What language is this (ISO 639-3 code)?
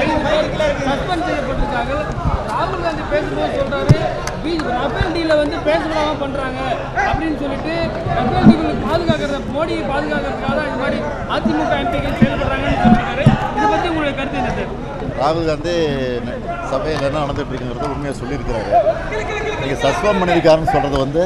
tam